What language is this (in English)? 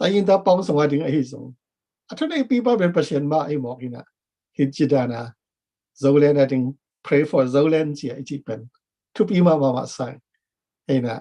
Tedim Chin